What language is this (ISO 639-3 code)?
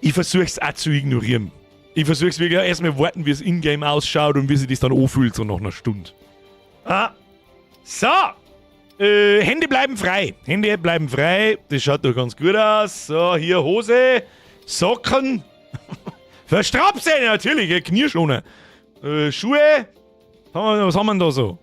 bar